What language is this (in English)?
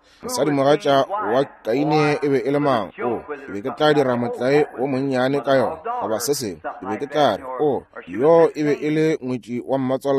Northern Sotho